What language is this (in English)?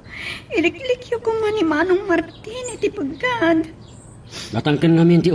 Iloko